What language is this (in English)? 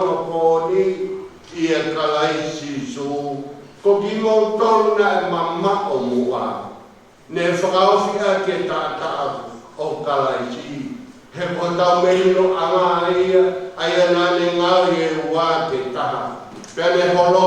Tongan